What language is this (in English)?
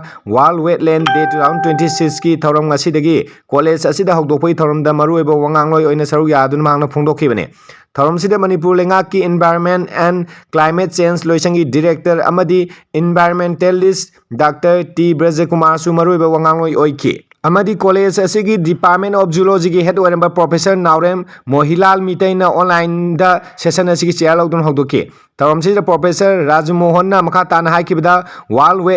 Manipuri